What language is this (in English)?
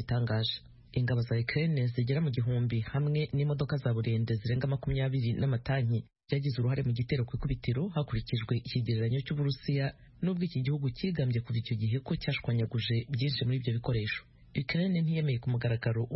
Kinyarwanda